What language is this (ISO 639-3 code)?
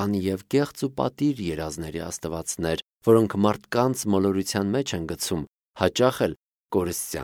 hye